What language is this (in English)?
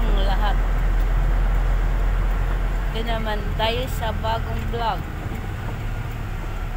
Filipino